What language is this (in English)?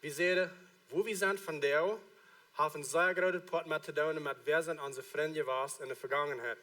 Plautdietsch